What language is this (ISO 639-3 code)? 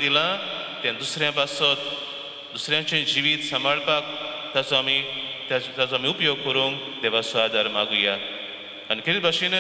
kok